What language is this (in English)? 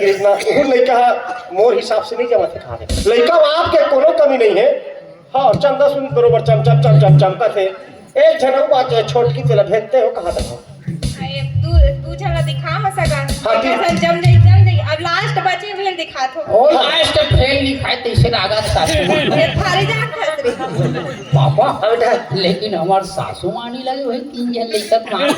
Chhattisgarhi